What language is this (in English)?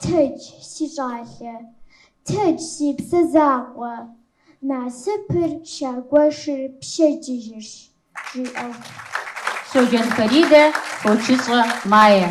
Kabardian